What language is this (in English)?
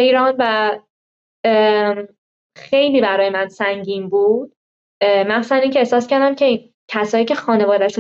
Persian